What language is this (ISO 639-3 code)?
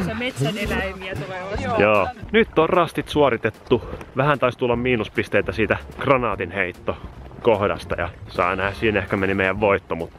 fin